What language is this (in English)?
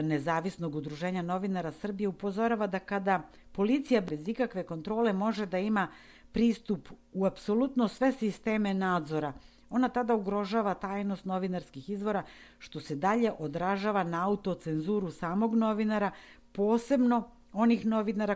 Serbian